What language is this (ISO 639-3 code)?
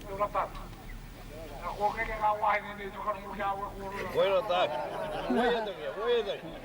mri